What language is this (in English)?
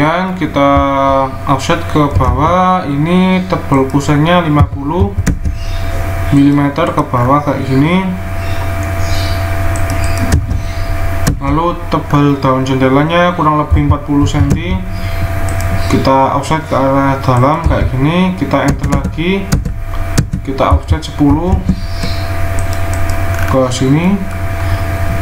Indonesian